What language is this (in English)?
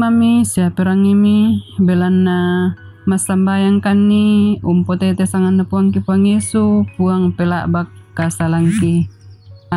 Toraja-Sa'dan